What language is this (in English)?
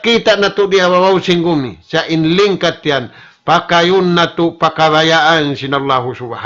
Tausug